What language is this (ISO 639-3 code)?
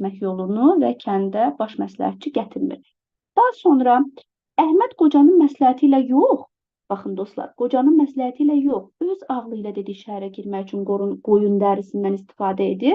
aze